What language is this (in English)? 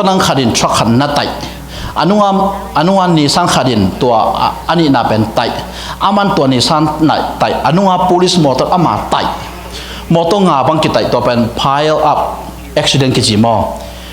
Tedim Chin